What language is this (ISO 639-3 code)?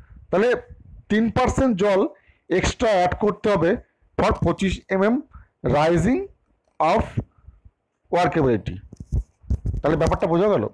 ben